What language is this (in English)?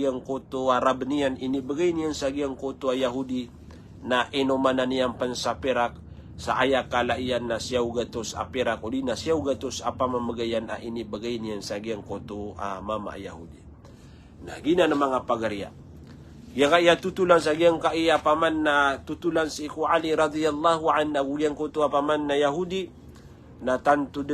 Maranao